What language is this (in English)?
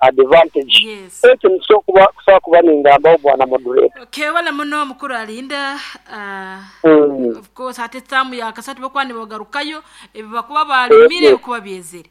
Nyoro